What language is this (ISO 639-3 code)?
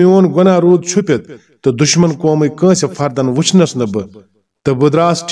kas